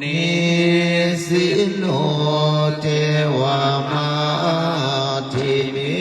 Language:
Pali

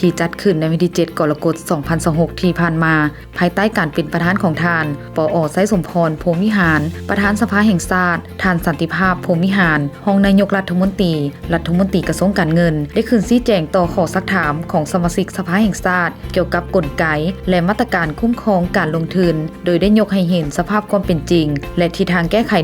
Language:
Lao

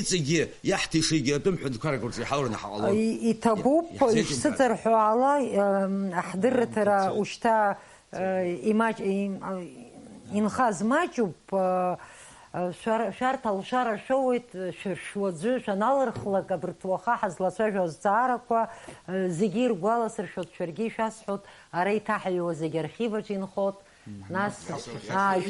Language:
Abkhazian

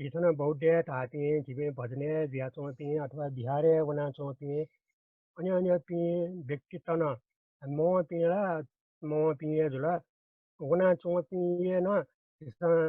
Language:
Newari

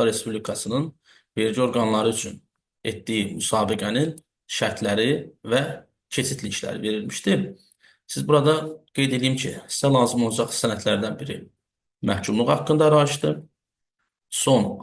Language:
Azerbaijani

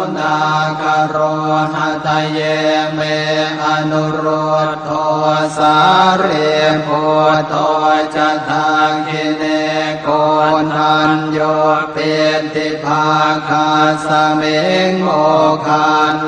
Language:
Pali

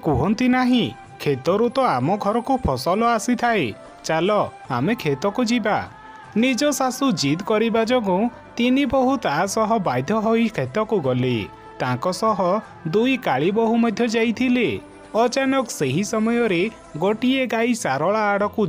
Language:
Odia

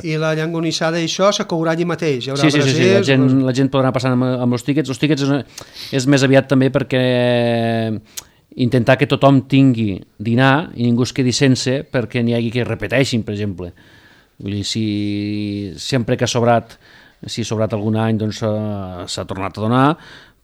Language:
Catalan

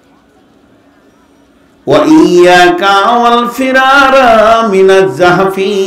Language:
Bangla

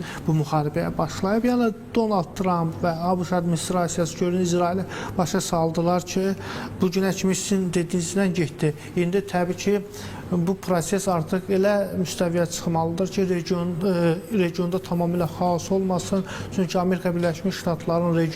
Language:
Azerbaijani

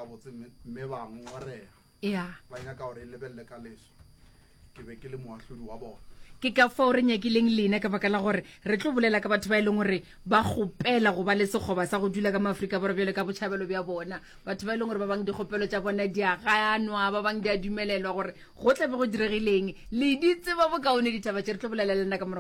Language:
Northern Sotho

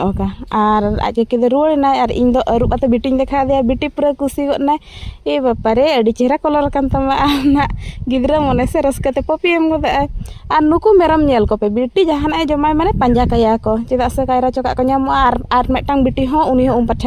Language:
Santali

